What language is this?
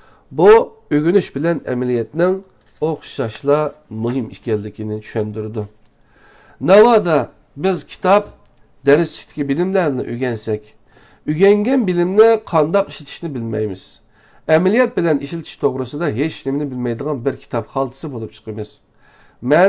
Uyghur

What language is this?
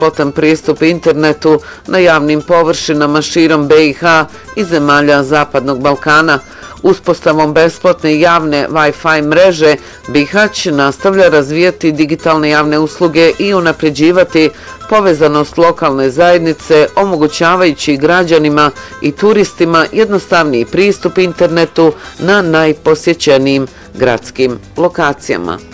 Bosnian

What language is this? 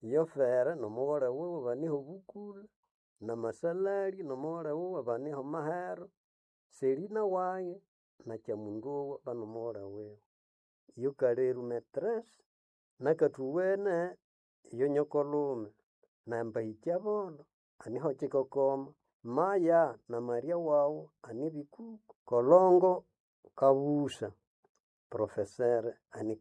Nande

